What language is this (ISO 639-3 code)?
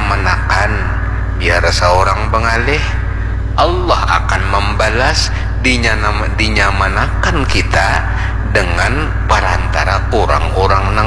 bjn